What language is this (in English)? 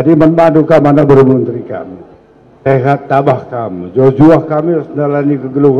Batak Karo